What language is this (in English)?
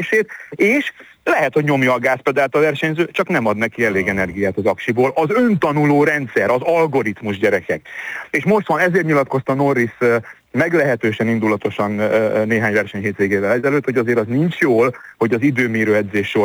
Hungarian